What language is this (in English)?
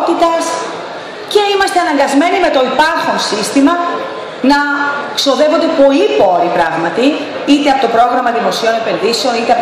Greek